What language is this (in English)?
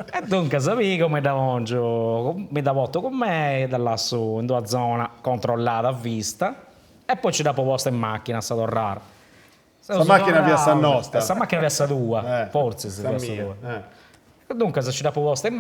Sardinian